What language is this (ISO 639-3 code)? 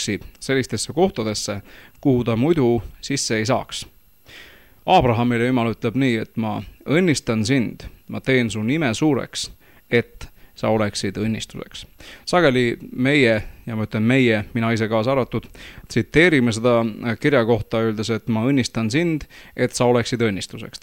est